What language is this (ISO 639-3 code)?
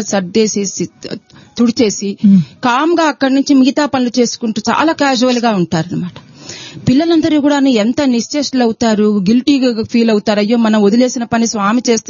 tel